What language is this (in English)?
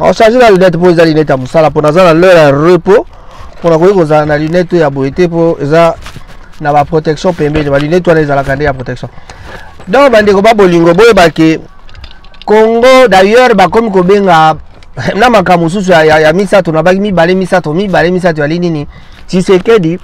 Lingala